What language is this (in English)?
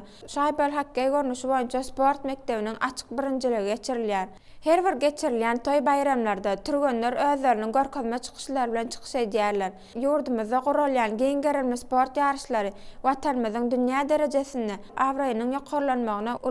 Turkmen